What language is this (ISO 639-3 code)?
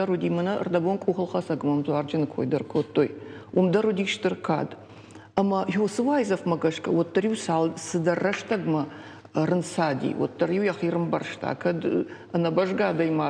oss